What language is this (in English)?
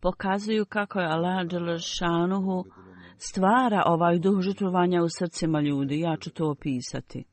Bosnian